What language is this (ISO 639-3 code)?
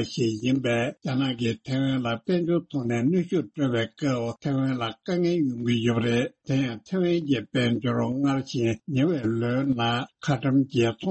bod